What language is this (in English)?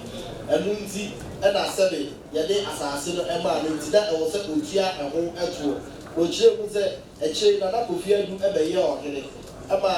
Akan